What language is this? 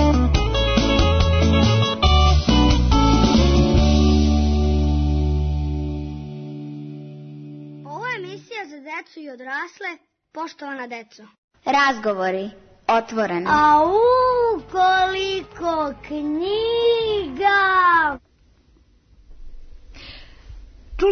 Serbian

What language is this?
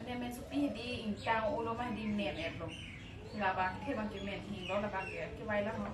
Karbi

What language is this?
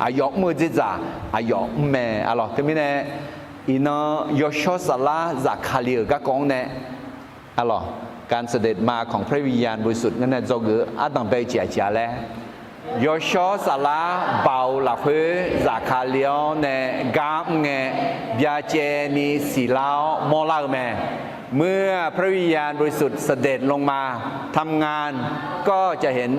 Akha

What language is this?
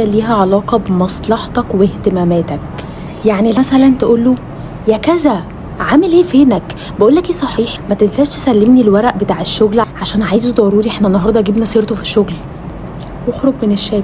Egyptian Arabic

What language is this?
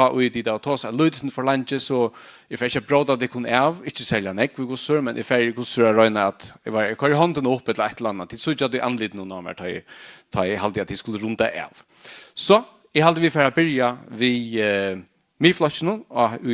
Faroese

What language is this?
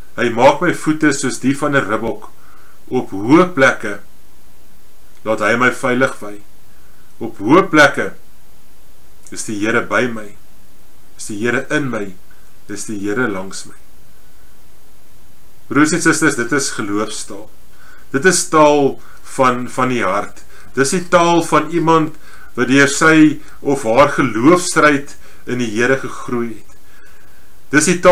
Afrikaans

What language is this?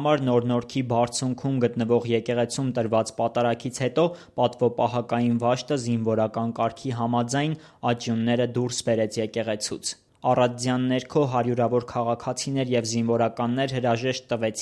Armenian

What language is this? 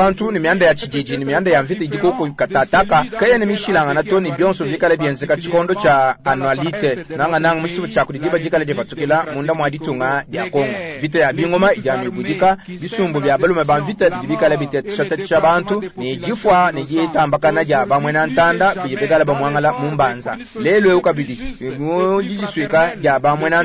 Luba-Lulua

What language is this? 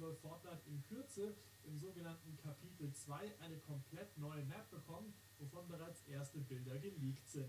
Bavarian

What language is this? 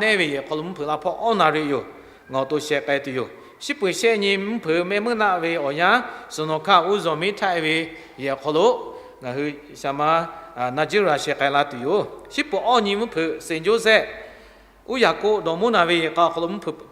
Lahu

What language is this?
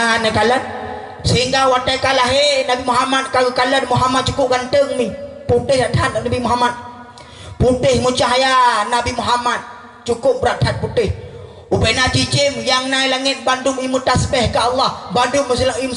Achinese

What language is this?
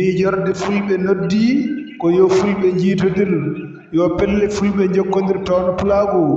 Fula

